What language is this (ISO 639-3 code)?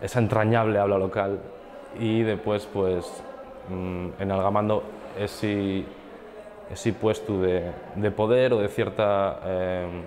ast